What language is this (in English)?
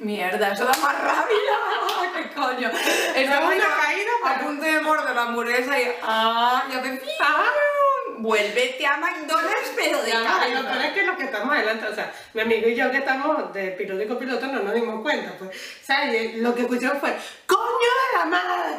Spanish